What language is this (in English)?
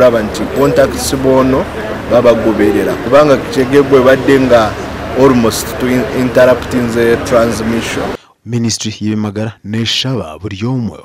Nyankole